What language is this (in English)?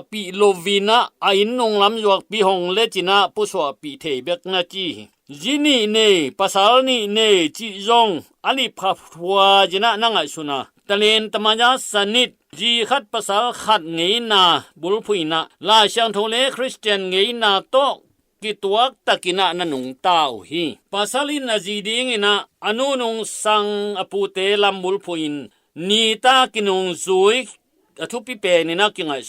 Tedim Chin